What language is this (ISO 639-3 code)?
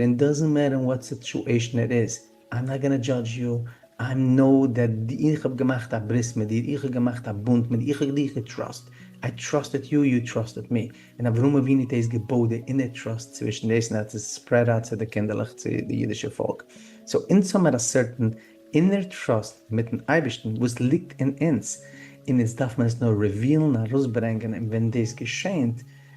yid